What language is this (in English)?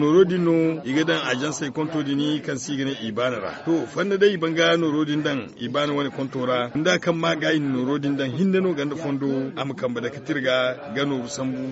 Zarma